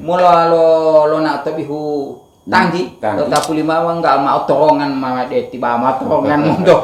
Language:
Gorontalo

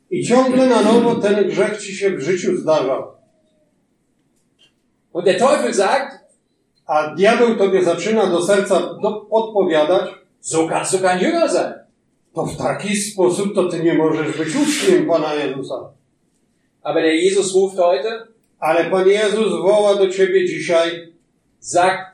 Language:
Polish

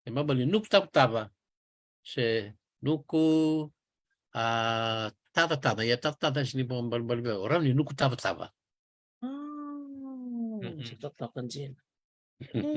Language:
Fijian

